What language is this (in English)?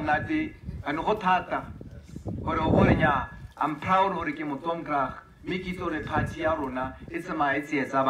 Tswana